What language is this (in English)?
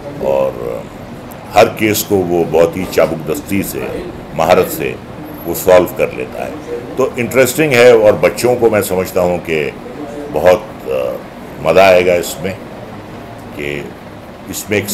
Hindi